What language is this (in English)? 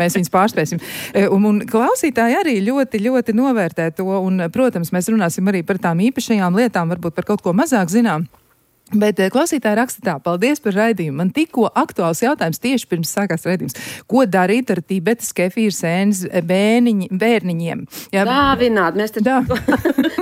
Latvian